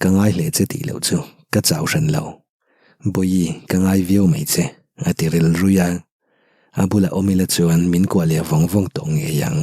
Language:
Mizo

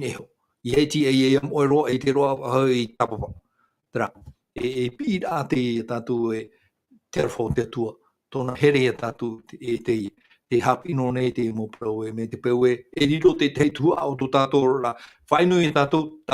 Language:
Tahitian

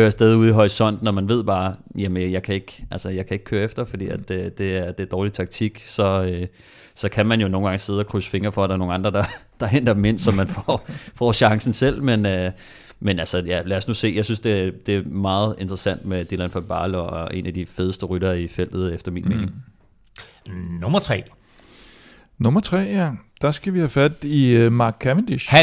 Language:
Danish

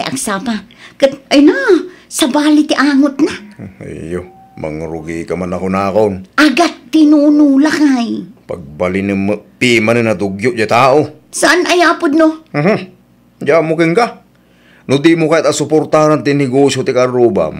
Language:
Iloko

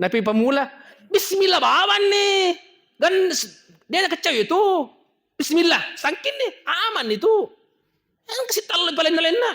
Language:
Buginese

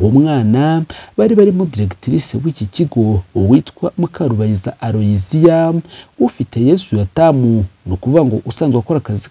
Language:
Kinyarwanda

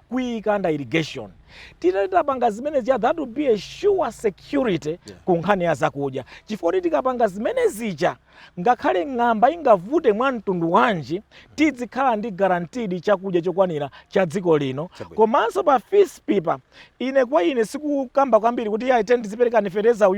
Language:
Nyanja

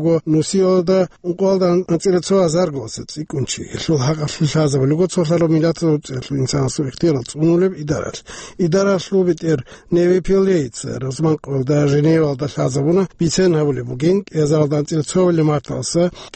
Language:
Avaric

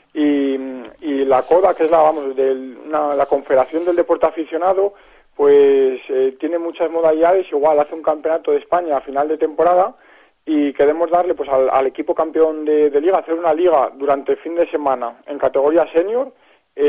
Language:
Spanish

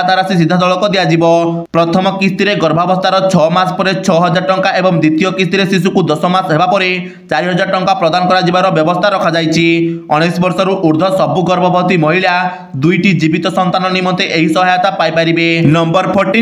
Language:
Odia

